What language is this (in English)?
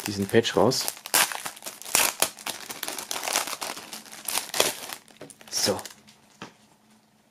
German